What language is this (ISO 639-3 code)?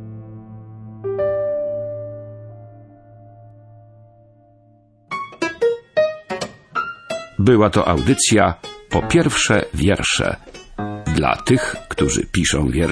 pol